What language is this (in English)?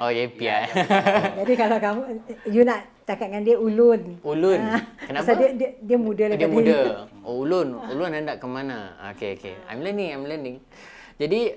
Banjar